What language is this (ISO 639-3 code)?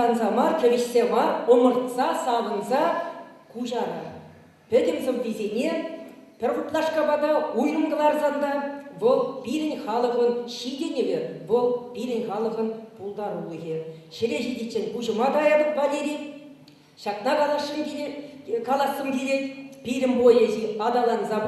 chv